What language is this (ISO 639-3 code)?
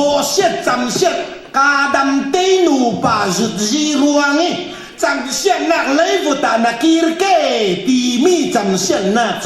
cfm